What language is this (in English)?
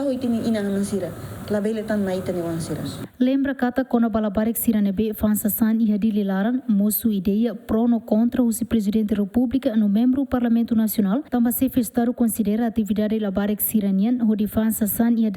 Tetum